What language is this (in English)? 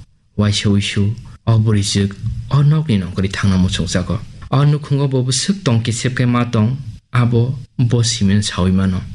Kok Borok